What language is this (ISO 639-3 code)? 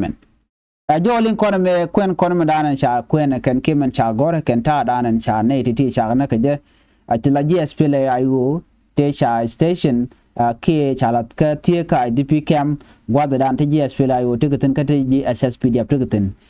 nus